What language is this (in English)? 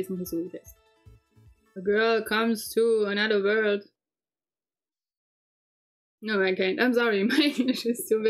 German